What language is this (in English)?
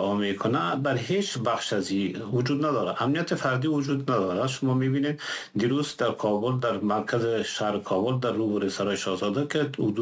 Persian